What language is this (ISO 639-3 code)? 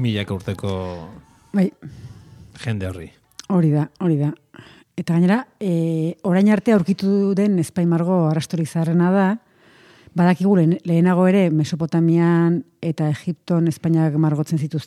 eus